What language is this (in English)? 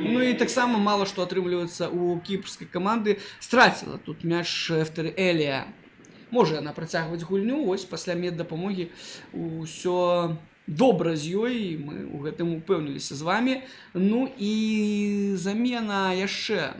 Belarusian